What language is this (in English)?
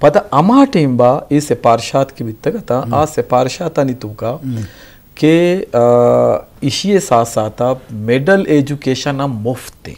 Eastern Balochi